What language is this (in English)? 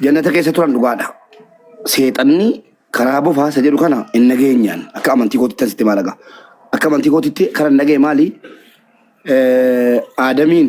Oromo